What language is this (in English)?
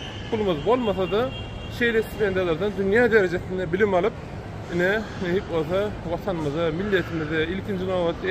Turkmen